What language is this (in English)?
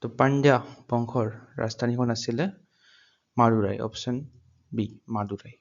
Assamese